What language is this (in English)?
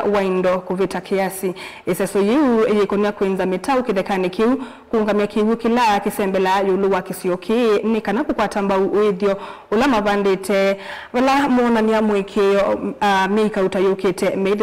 Kamba